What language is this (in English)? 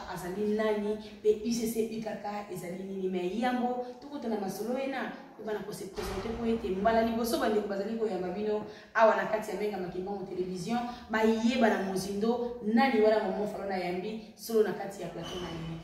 Lingala